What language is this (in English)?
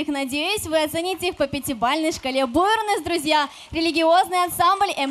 Crimean Tatar